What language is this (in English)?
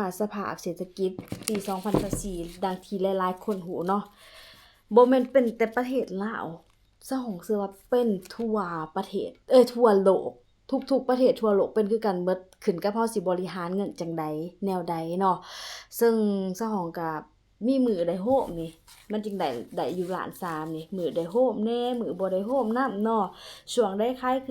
Lao